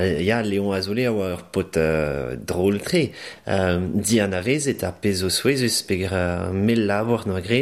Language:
Breton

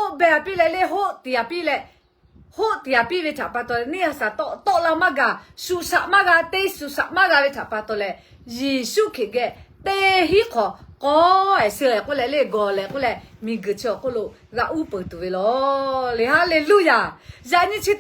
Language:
Lahu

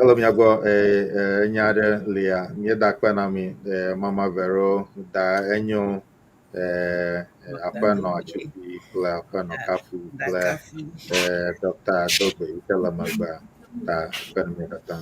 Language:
Ewe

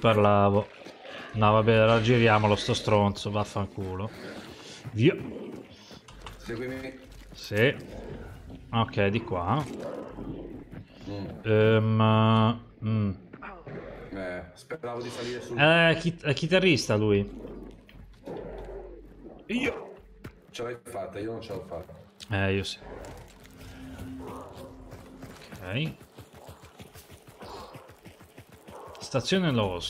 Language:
Italian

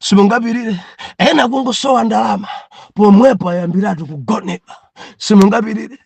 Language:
Nyanja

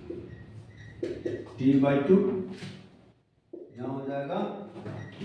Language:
Hindi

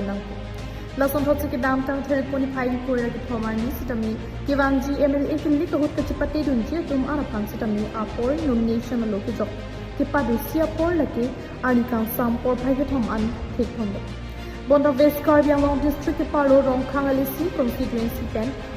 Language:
Karbi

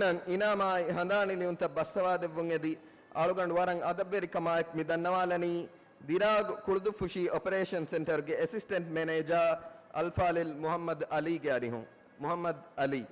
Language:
Divehi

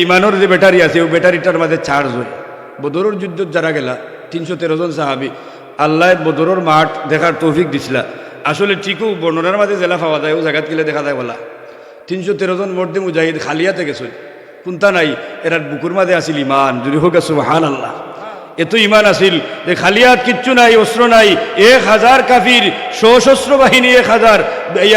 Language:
Sylheti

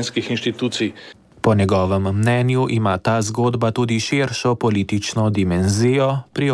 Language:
Slovenian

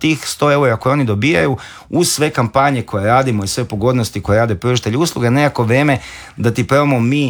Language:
Croatian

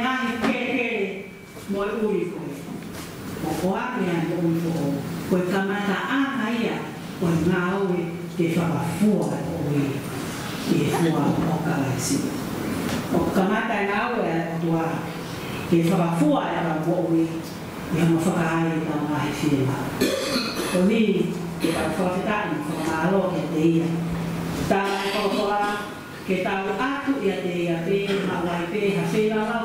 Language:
Tongan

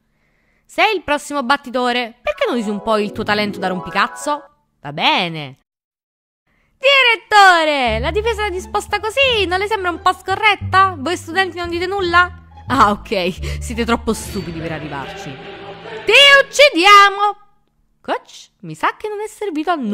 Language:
Italian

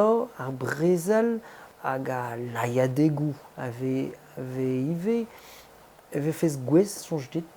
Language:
Breton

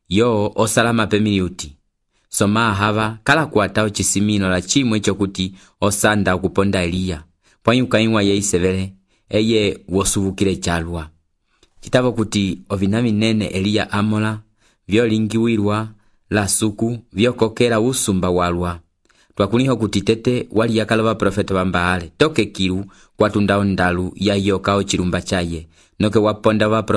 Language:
Umbundu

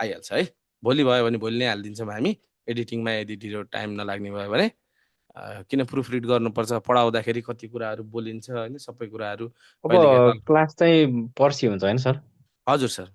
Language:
Nepali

